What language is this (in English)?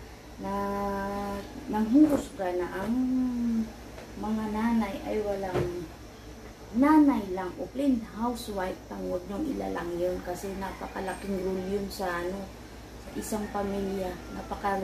Filipino